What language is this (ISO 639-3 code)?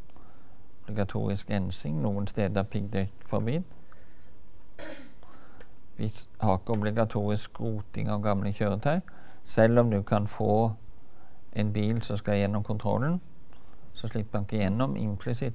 nor